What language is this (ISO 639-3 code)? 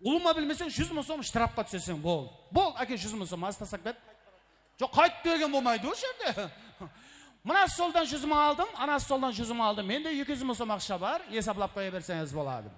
kaa